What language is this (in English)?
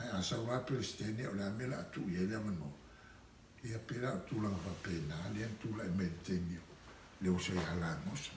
Samoan